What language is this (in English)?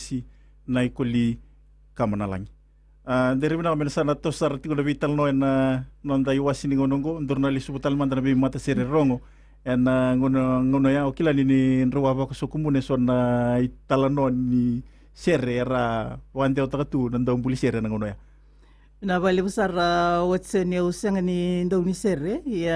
Fijian